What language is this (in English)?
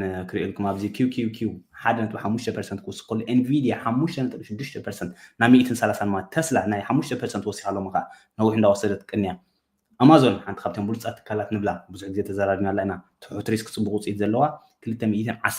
Tigrinya